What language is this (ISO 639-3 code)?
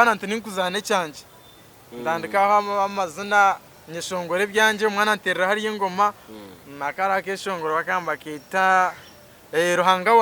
nyn